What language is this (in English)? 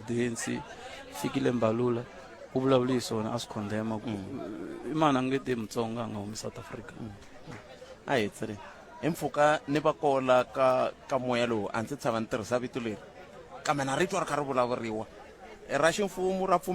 Tsonga